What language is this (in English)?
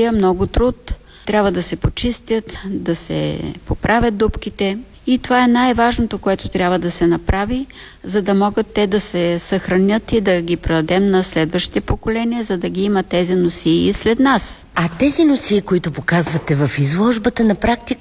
Bulgarian